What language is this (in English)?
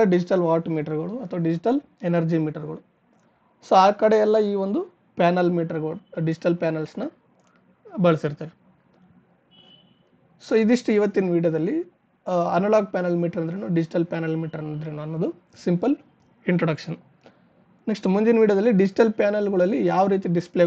Kannada